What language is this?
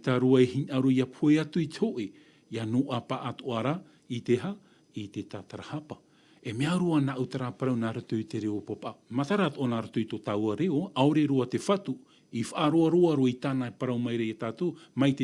Tahitian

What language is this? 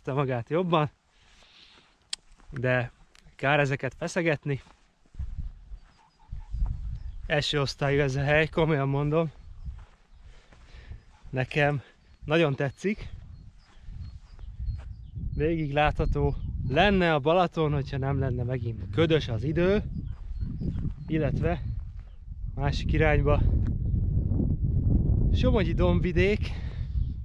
Hungarian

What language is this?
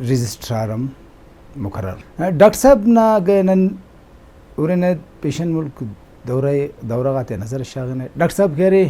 Brahui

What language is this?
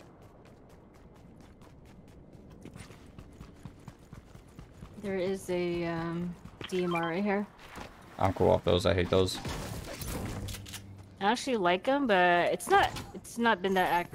English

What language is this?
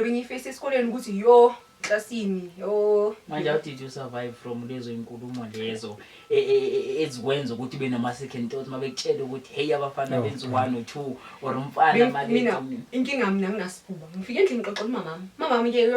Zulu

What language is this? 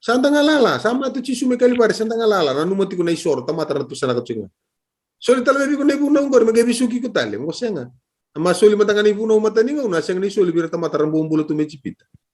Fijian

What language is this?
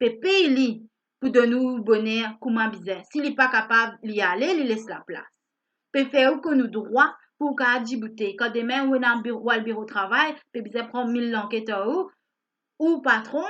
Morisyen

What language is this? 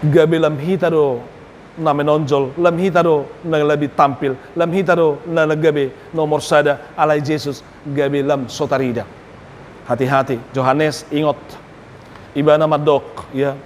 Batak Toba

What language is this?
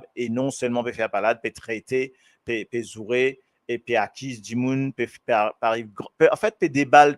Morisyen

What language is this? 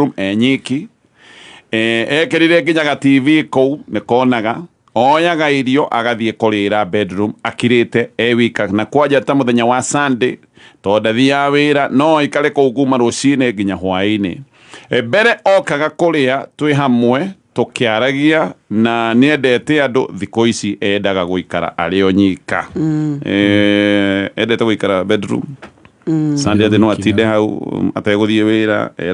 Kikuyu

